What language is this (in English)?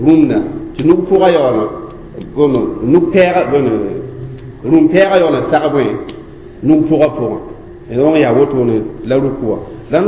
Mossi